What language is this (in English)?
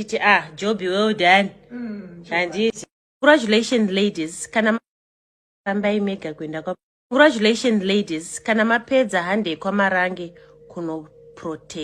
Shona